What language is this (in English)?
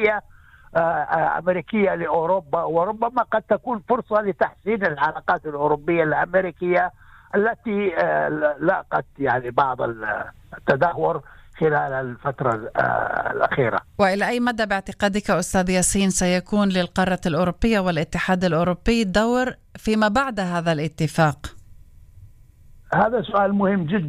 Arabic